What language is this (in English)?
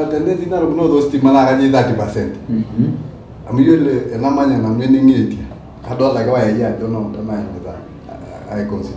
Masai